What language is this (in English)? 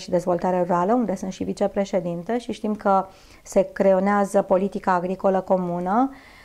Romanian